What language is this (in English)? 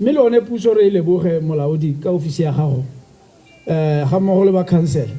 Tswana